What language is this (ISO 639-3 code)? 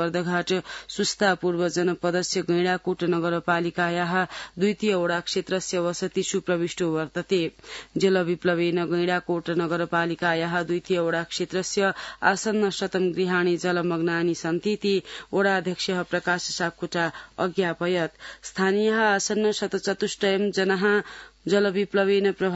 san